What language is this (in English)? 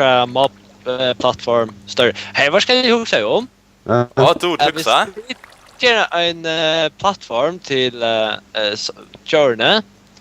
Faroese